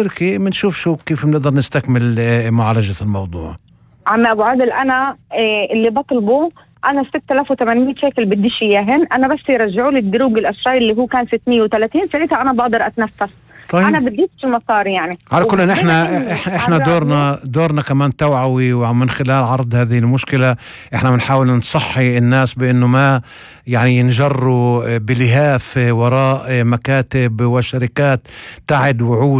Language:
North Levantine Arabic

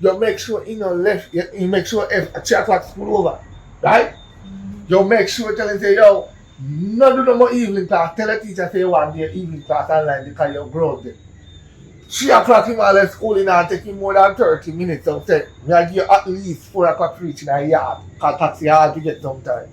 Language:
Jamaican Creole English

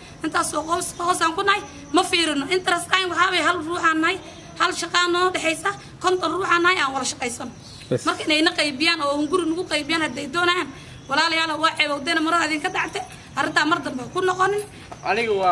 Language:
Somali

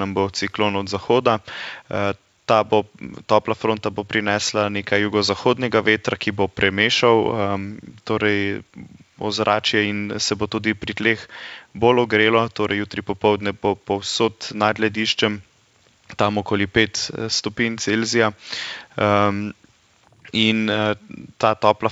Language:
Slovenian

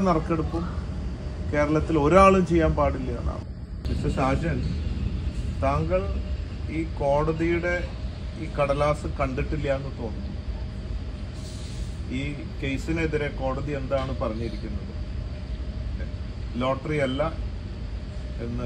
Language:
Malayalam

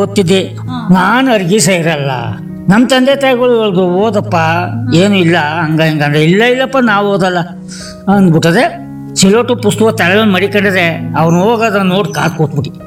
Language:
Kannada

